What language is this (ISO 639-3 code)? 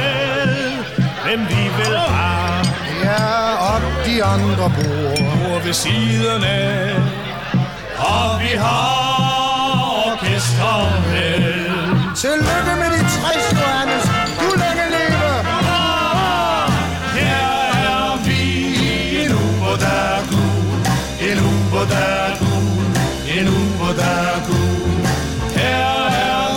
dan